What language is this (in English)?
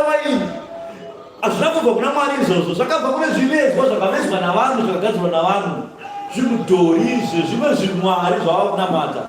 Shona